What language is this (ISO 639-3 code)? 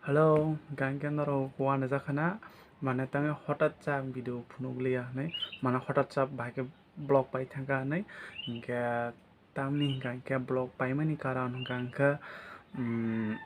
trp